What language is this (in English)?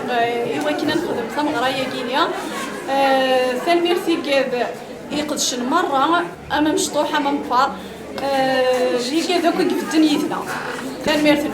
Kabyle